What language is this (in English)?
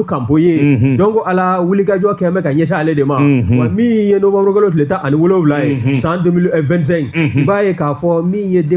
Bambara